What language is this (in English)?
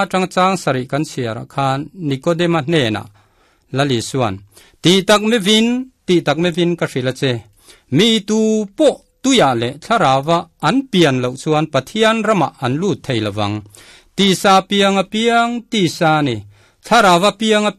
Mizo